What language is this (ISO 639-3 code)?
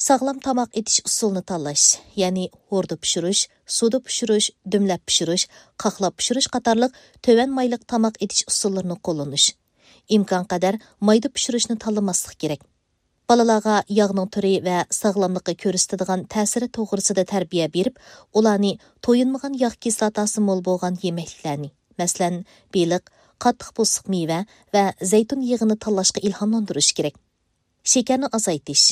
uig